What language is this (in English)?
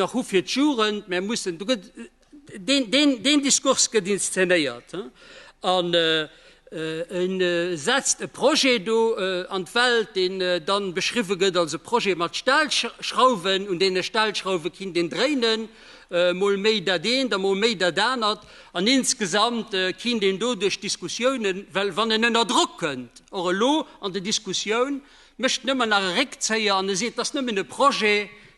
Luxembourgish